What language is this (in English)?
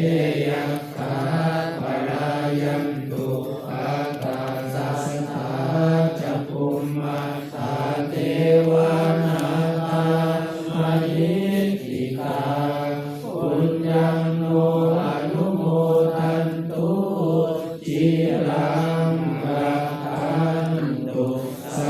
Pali